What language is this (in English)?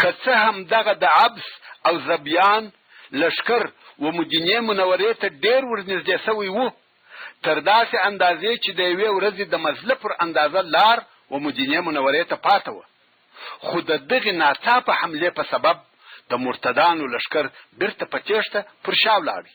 Pashto